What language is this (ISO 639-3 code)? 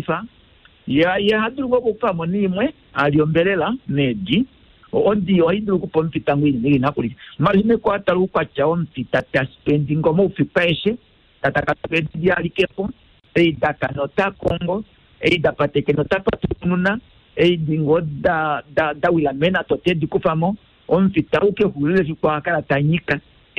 kua